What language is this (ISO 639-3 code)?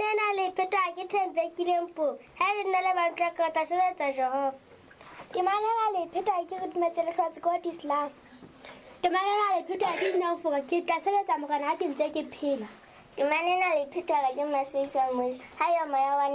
sot